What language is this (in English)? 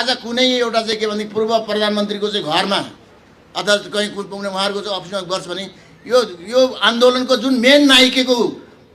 Nepali